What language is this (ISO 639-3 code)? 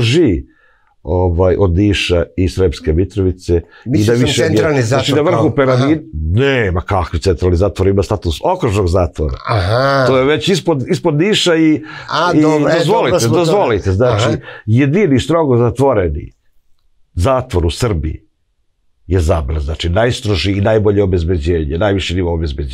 srp